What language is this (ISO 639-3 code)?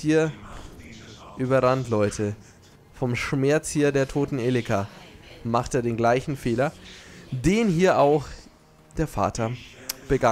deu